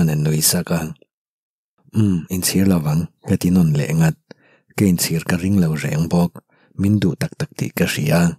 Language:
Mizo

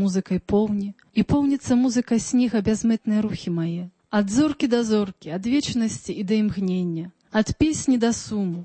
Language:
Belarusian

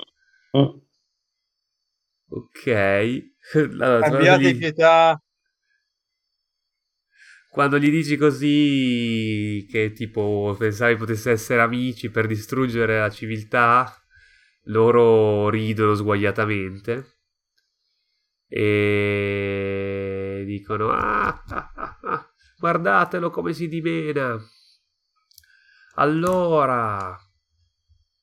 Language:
Italian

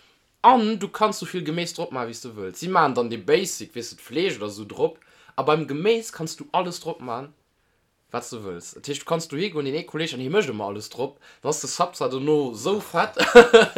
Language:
Luxembourgish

